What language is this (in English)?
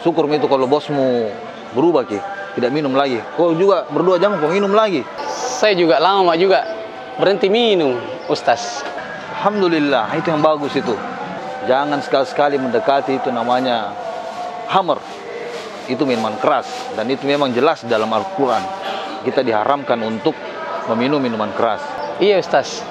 Makassar Malay